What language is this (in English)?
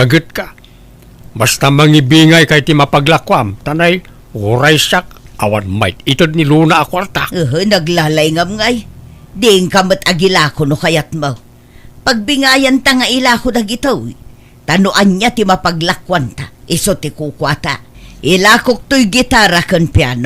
Iloko